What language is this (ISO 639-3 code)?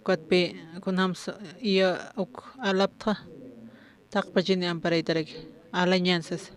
aym